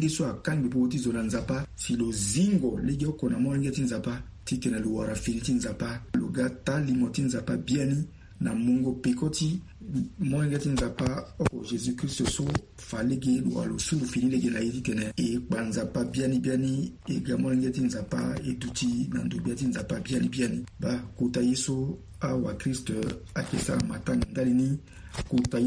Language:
Sango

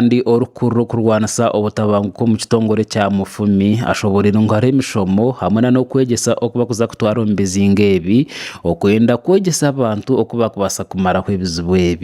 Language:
Nyankole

